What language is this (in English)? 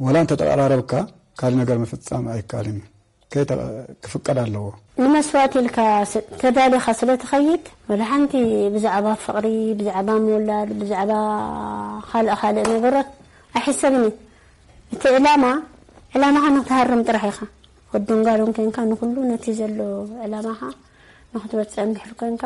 Tigrinya